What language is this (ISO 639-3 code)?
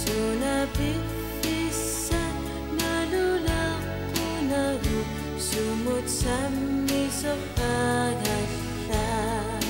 kal